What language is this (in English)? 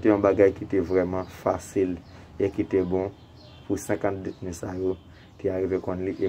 Haitian Creole